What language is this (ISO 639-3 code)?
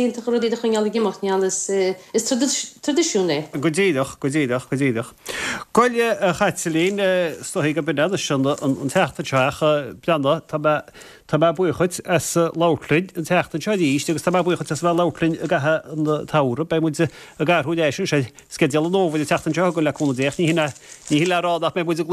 gle